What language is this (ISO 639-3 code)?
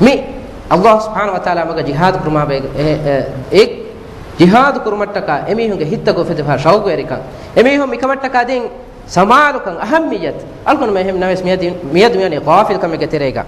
div